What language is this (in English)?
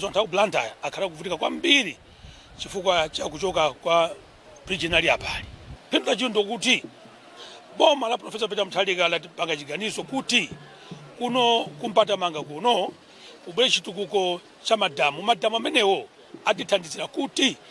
Nyanja